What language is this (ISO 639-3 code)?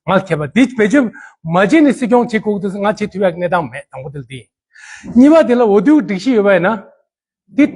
bod